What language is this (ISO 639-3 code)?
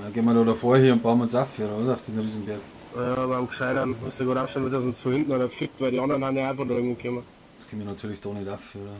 bar